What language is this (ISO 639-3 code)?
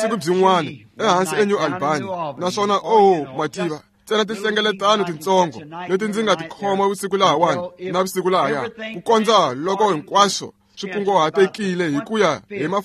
tso